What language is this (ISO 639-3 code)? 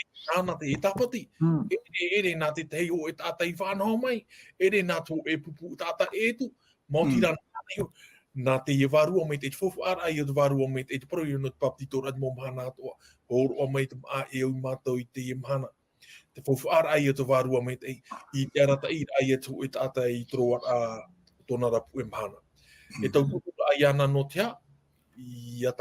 tah